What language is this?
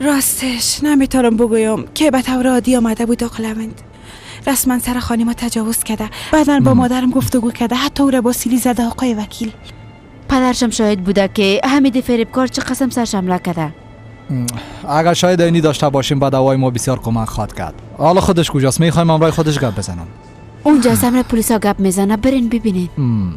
Persian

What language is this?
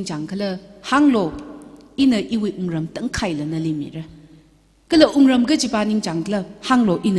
Tangkhul Naga (India)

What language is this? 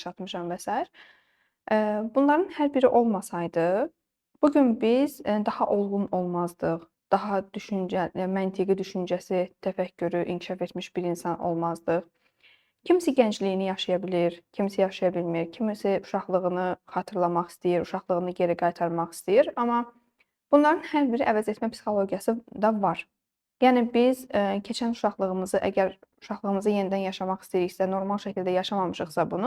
Azerbaijani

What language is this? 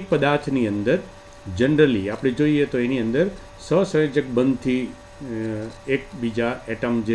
Gujarati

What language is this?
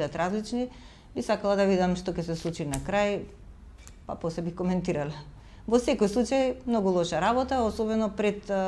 Macedonian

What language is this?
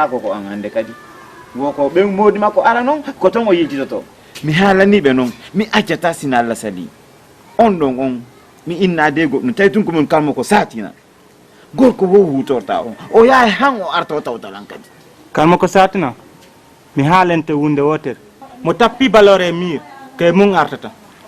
Fula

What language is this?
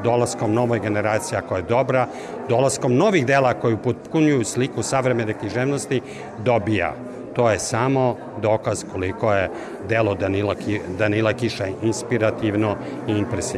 Serbian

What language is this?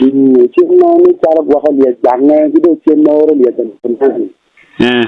Acoli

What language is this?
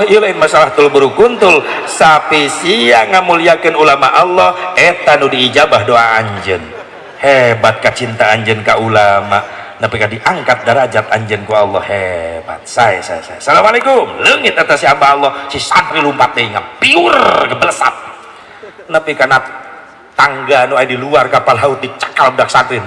Sundanese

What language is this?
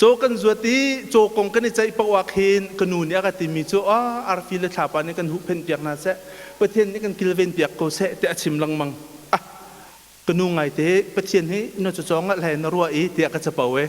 Hakha Chin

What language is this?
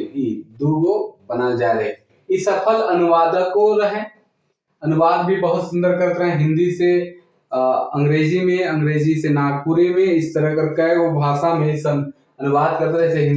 Sadri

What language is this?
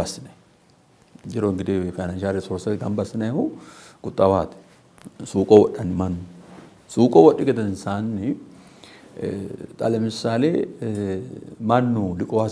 Sidamo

